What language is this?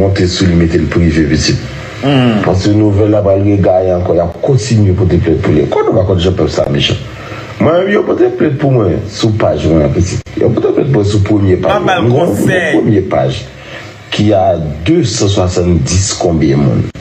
Haitian Creole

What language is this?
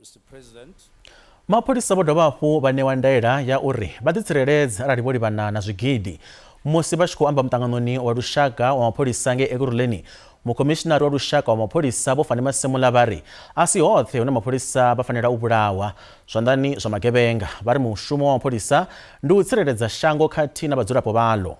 Venda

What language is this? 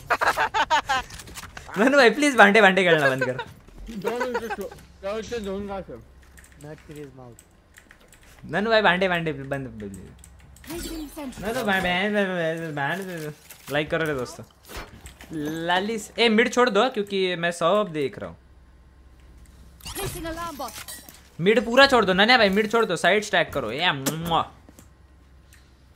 Hindi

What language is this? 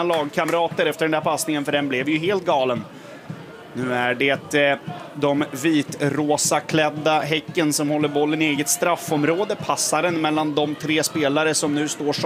Swedish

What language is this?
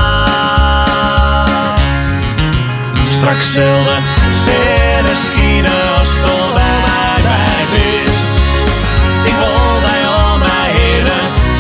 Dutch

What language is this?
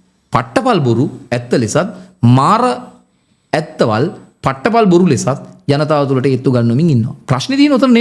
Sinhala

